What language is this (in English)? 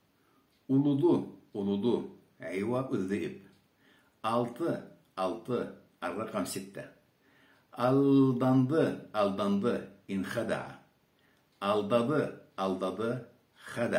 Karachay-Balkar